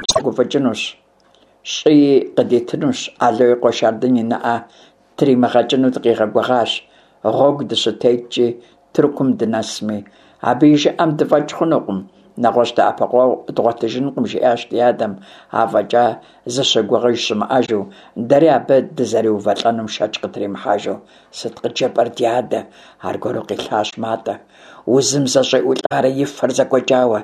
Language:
Kabardian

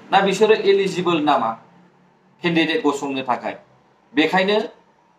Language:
Bodo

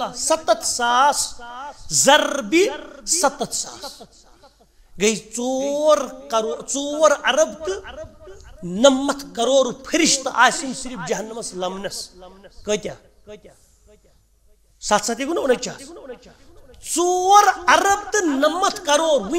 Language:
Kashmiri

